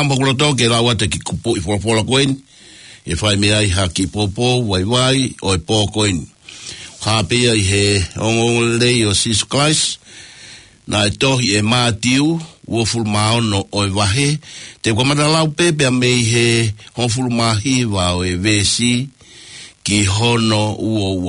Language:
Tongan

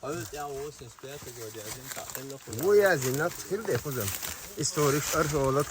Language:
Chechen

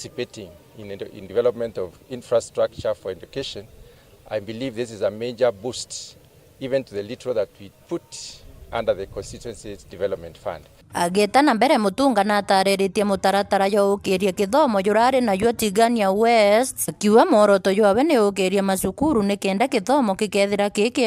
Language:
Meru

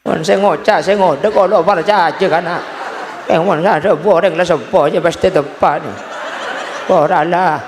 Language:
Madurese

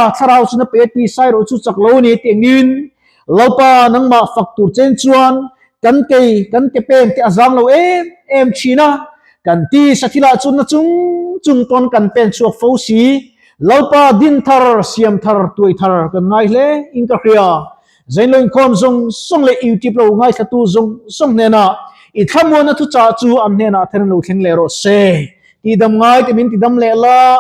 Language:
Mizo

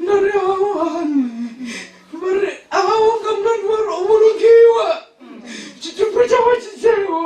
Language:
Venda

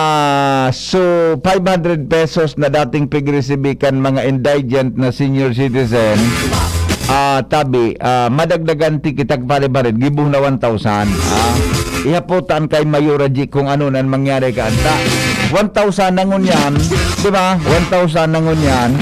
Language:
Bikol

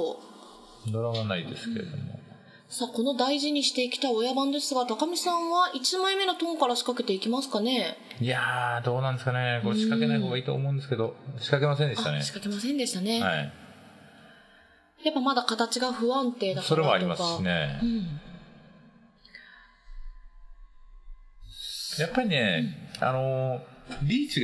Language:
Japanese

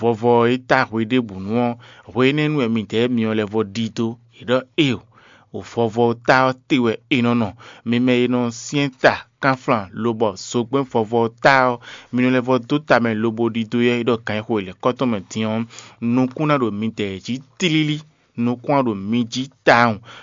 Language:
Fon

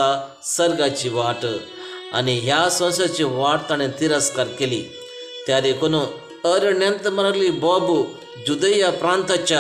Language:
Konkani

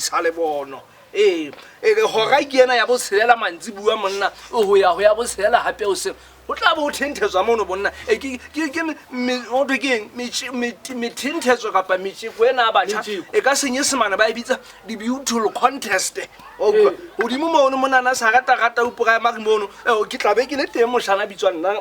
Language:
Southern Sotho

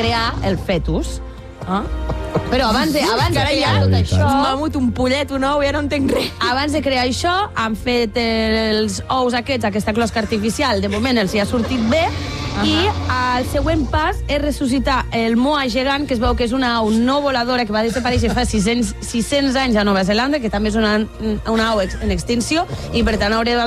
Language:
Catalan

